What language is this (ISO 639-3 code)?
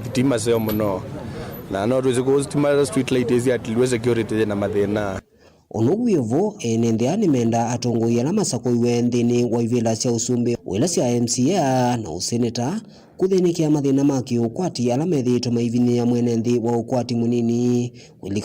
kam